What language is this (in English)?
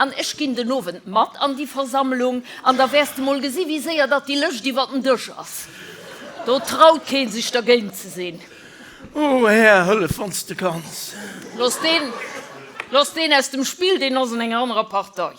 Luxembourgish